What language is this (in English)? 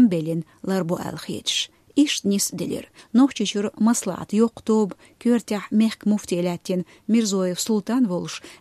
Chechen